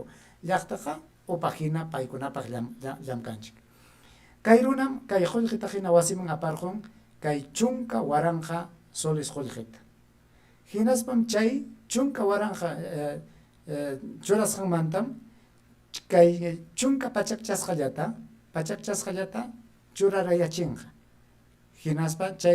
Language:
Ayacucho Quechua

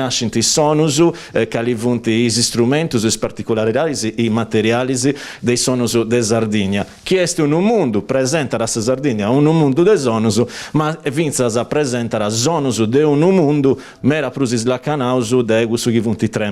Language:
Sardinian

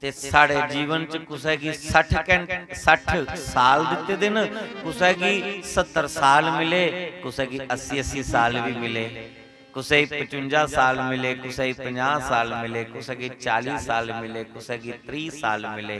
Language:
Dogri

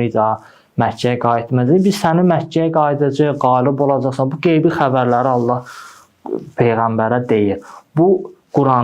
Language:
Azerbaijani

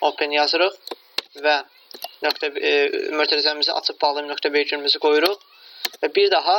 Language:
Azerbaijani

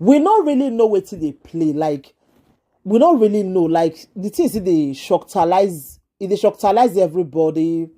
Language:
Nigerian Pidgin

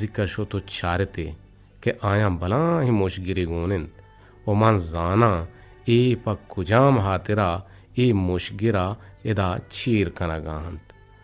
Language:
Eastern Balochi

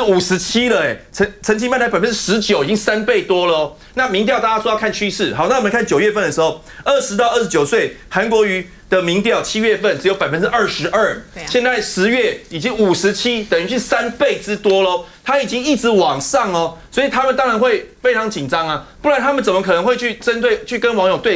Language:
Chinese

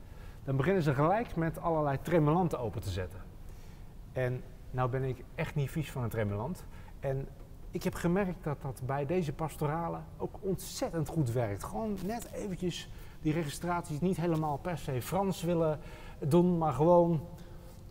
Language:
Dutch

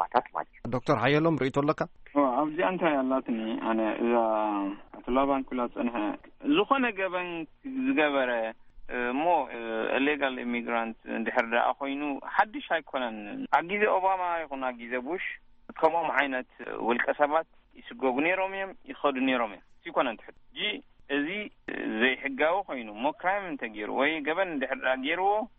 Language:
Tigrinya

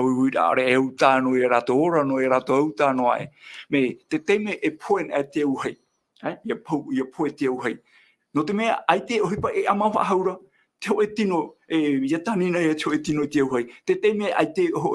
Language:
Tahitian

